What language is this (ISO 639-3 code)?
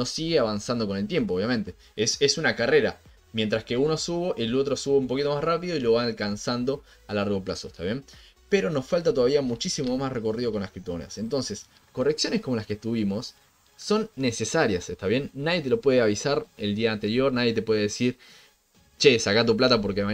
spa